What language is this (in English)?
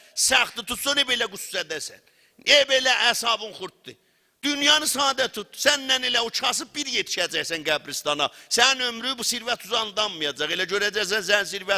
South Azerbaijani